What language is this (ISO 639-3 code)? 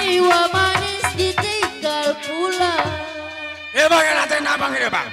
bew